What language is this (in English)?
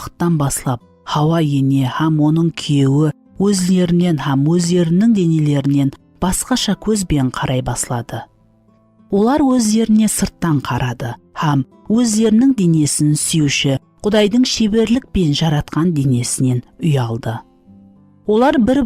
Kara-Kalpak